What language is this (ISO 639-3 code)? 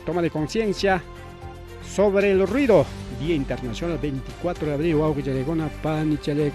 quy